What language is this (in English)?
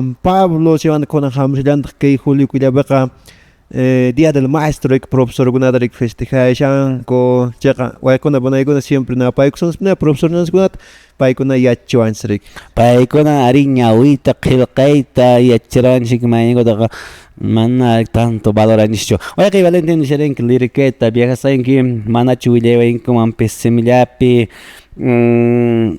Quechua